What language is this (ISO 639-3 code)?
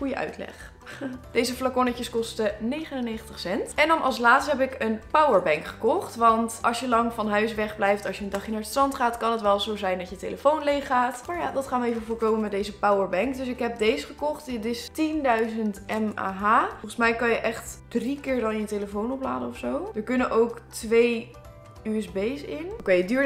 nld